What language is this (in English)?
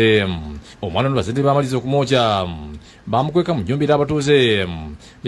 Ganda